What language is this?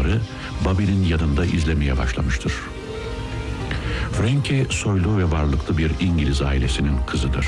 Turkish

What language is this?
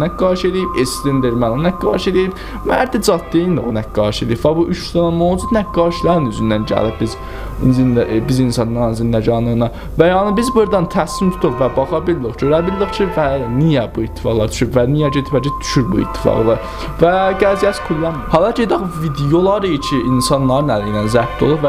South Azerbaijani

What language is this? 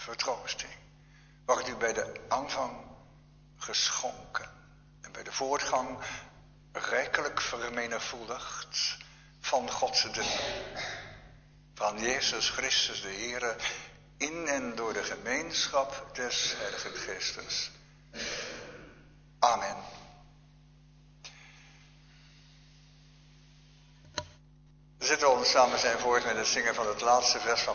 Dutch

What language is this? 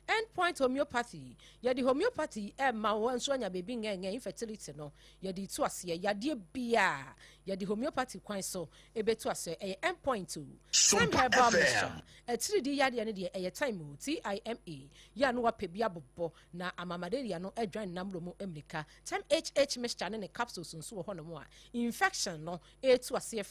Akan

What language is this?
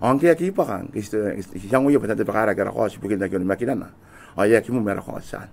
Gilbertese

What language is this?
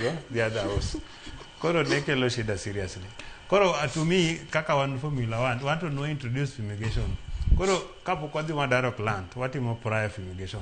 Luo (Kenya and Tanzania)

